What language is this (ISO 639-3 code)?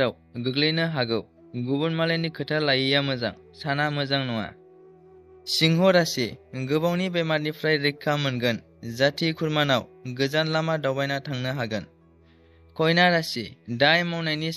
brx